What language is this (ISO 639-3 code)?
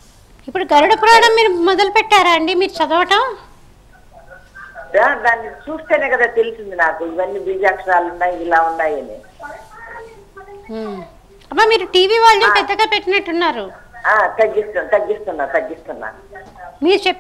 tel